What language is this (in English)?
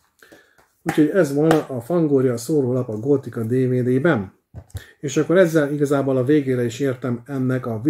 Hungarian